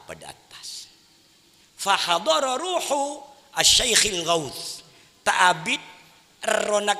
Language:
Madurese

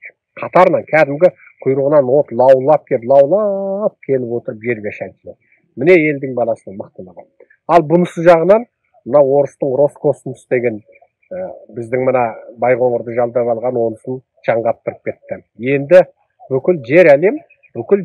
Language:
Kazakh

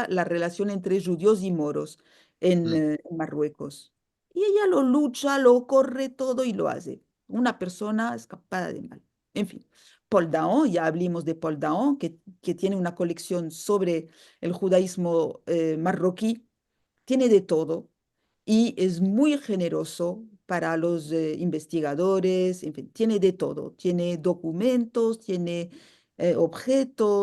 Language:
Ladino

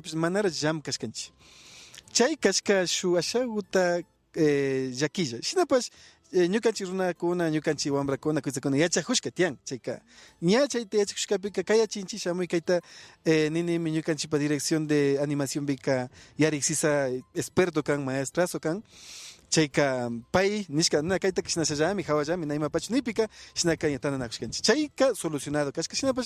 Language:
Imbabura Highland Quichua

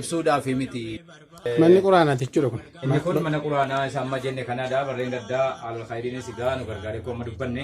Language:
Oromo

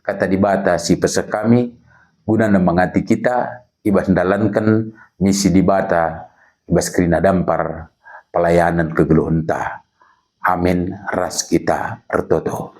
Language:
Batak Karo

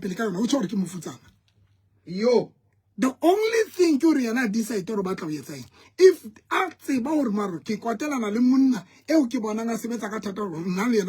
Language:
Southern Sotho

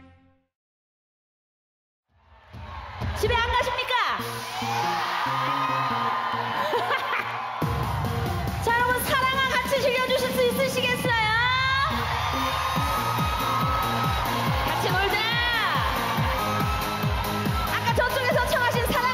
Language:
Korean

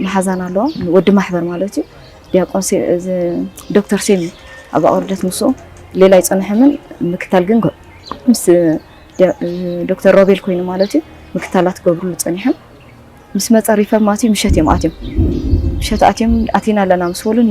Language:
Tigrinya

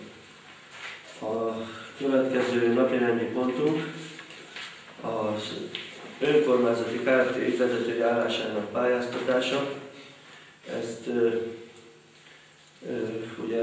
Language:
Hungarian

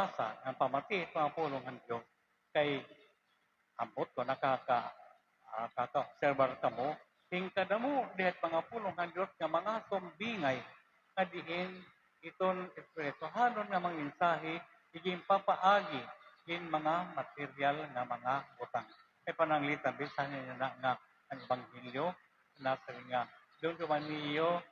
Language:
Waray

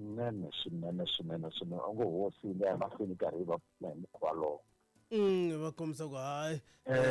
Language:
Tsonga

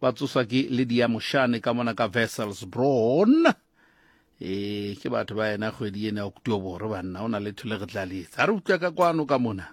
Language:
Southern Sotho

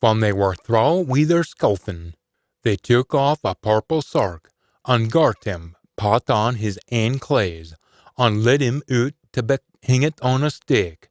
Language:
Scots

